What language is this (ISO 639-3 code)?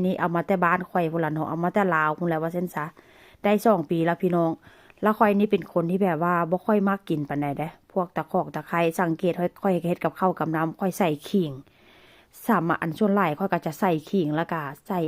tts